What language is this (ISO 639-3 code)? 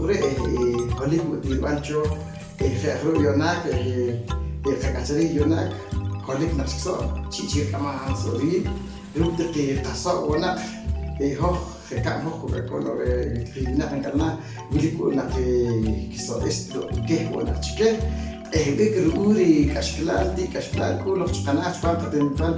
poh